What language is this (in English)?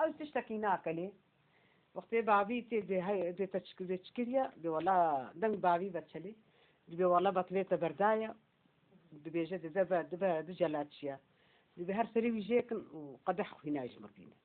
Kurdish